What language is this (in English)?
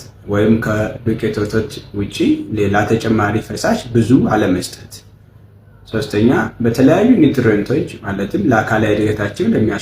Amharic